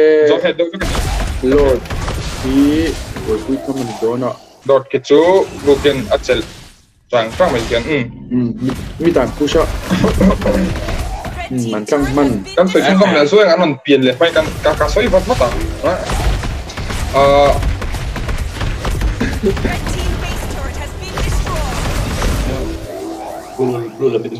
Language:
Mizo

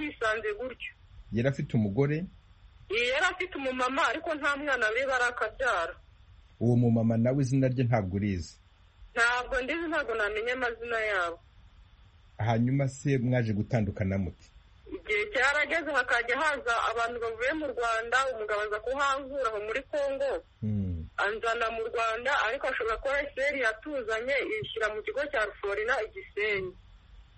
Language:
Kinyarwanda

